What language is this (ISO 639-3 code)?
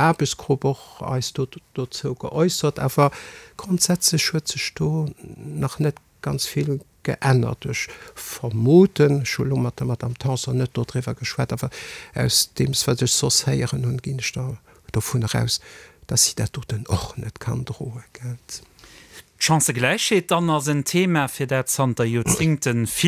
ltz